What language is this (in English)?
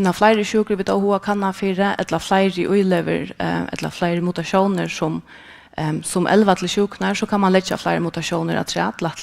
Faroese